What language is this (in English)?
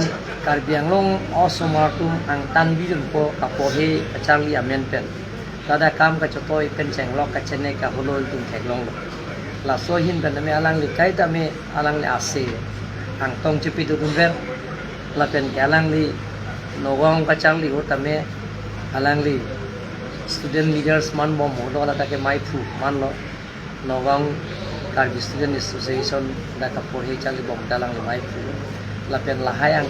Karbi